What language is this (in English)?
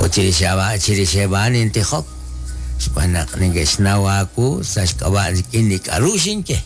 Kekchí